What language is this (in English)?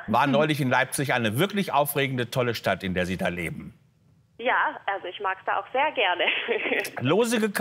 German